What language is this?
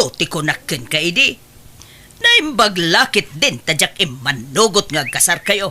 Iloko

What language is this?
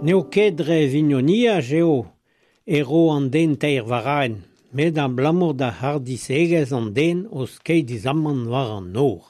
Breton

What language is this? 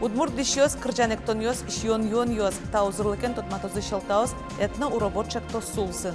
Udmurt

